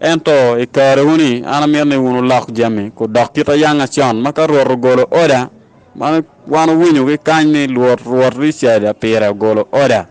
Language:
Acoli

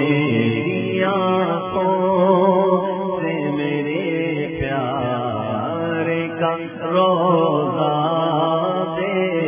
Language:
Urdu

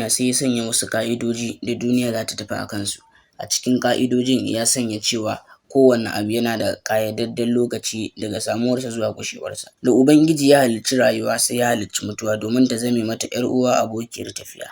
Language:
Hausa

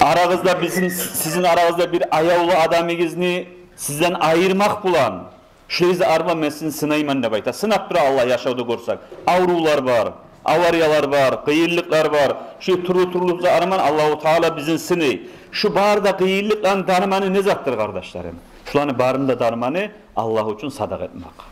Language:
Kumyk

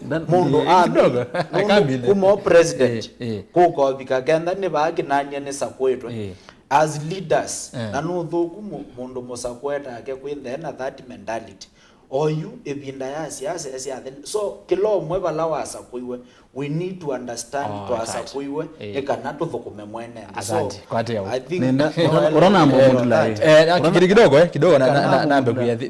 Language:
Kamba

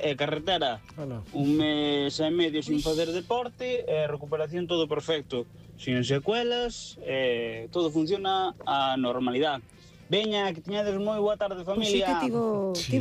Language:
Galician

